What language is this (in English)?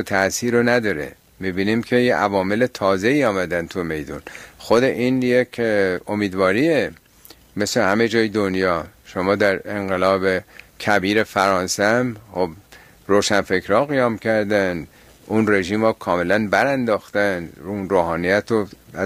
Persian